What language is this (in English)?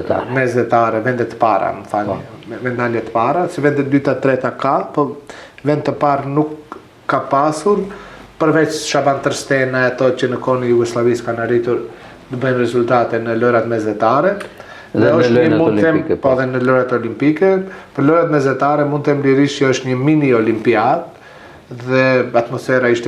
Albanian